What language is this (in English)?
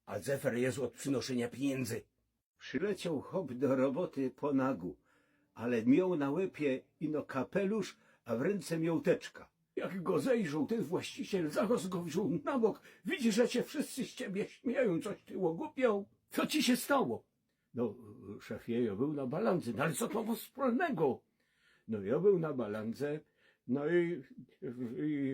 Silesian